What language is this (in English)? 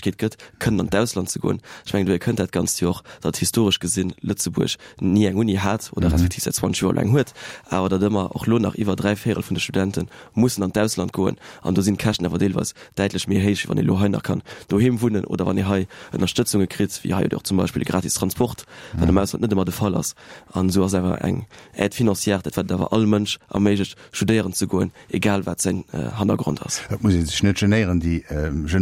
Luxembourgish